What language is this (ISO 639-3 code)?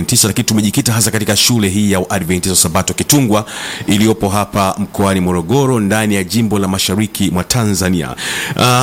swa